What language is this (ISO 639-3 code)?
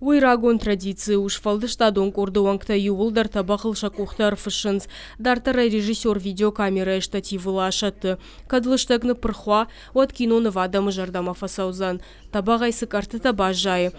oss